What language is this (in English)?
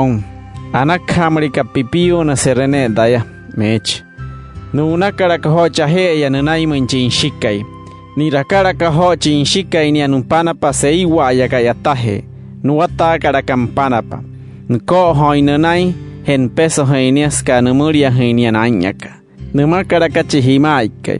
Wayuu